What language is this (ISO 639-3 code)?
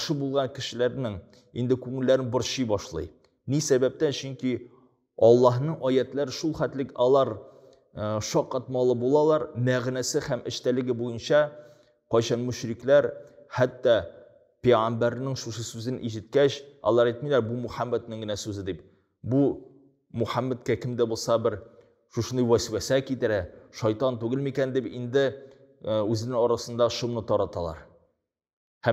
tat